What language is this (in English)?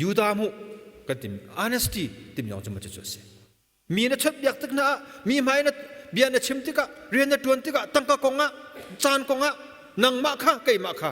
Hakha Chin